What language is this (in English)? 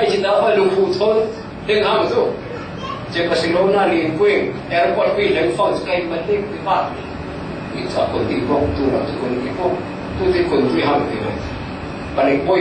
Falam Chin